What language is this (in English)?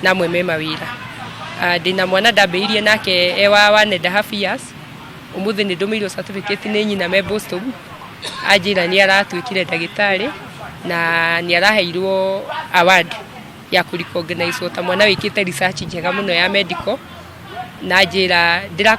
Kikuyu